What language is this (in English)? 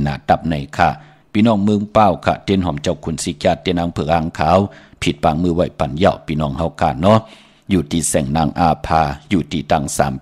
Shan